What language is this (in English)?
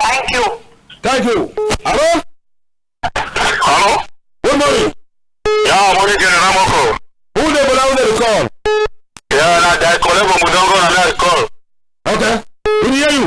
Cameroon Pidgin